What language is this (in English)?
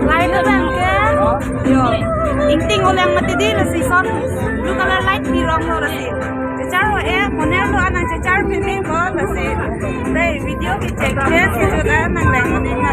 Karbi